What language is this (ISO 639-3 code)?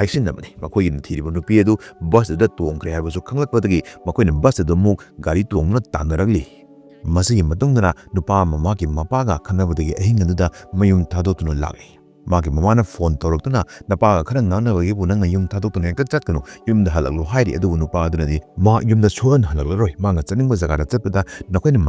mni